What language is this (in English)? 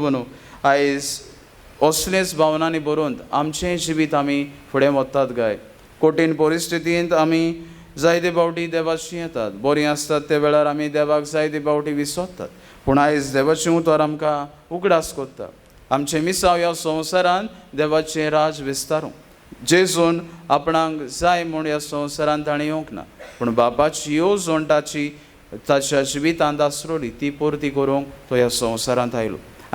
Konkani